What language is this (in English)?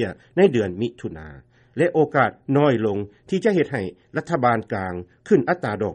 Lao